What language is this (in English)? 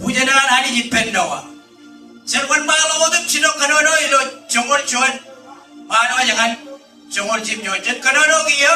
Marshallese